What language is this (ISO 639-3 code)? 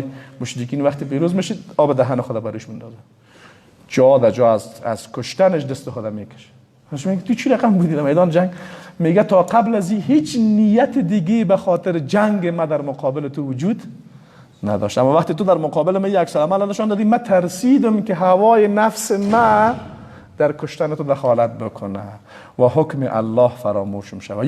fas